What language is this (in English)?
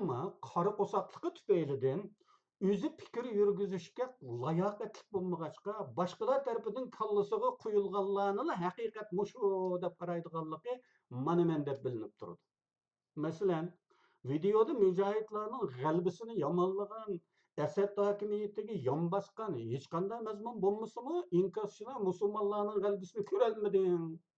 Uyghur